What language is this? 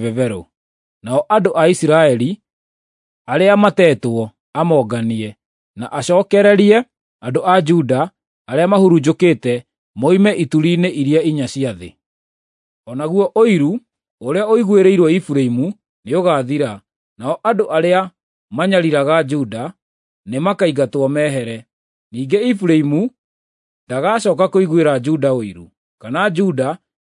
Kikuyu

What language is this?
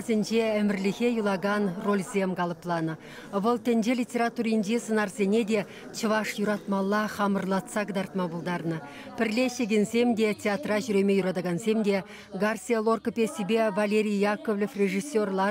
Chuvash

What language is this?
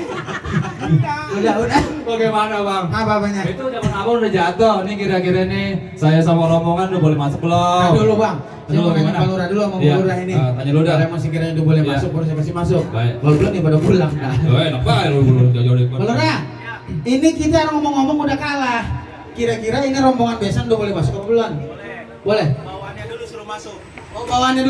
Betawi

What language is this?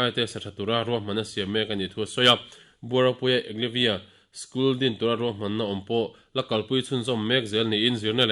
Mizo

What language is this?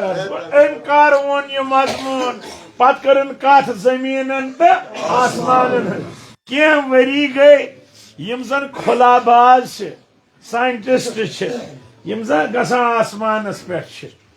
Kashmiri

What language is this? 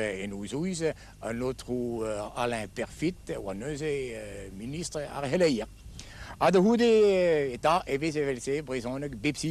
Breton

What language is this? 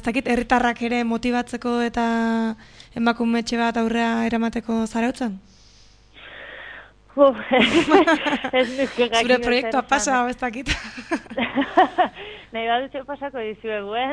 Basque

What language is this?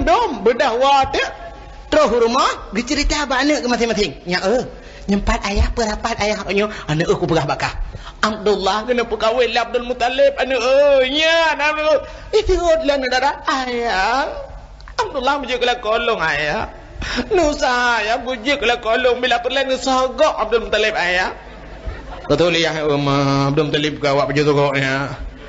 Achinese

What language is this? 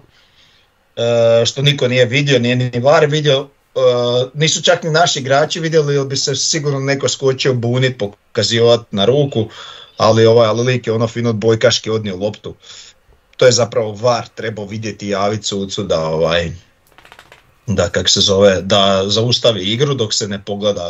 Croatian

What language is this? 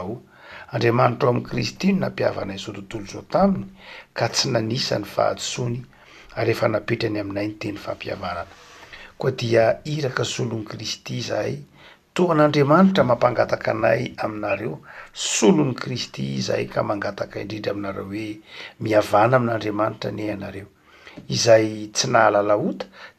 Malagasy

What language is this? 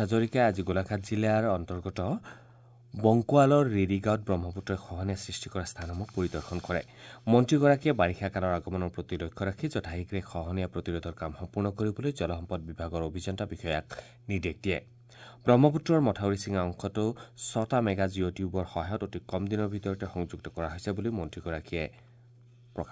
Assamese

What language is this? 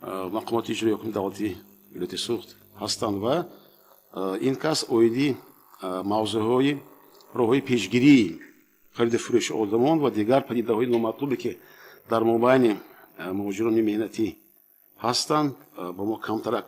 Tajik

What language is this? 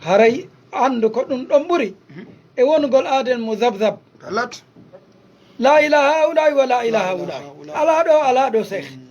Fula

